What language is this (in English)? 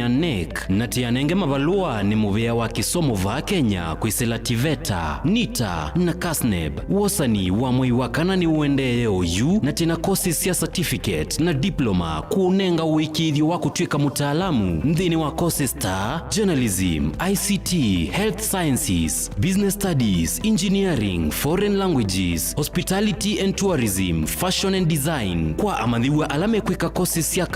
Kamba